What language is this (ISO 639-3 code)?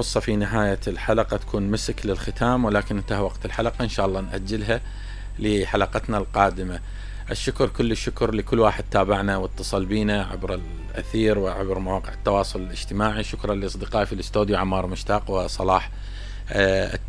acm